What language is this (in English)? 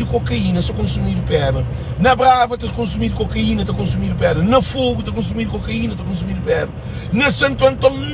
Kabuverdianu